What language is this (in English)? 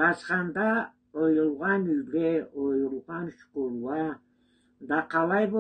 Karachay-Balkar